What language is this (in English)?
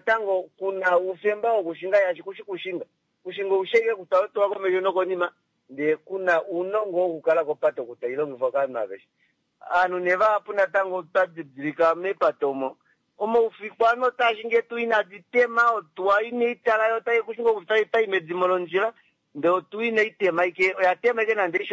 Kuanyama